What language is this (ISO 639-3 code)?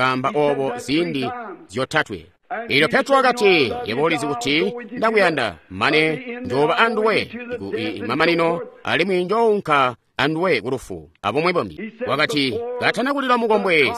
toi